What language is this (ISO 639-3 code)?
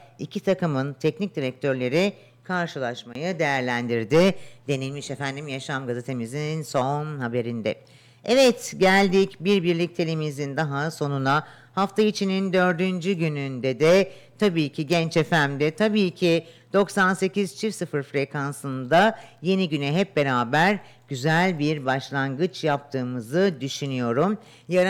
tur